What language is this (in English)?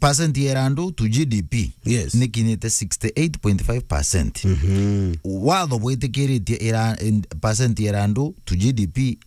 Meru